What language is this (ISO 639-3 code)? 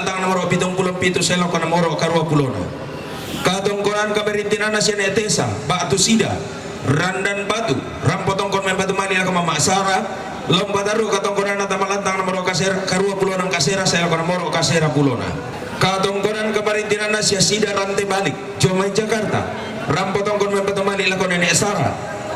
sda